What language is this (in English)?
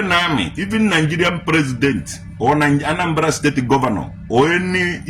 Igbo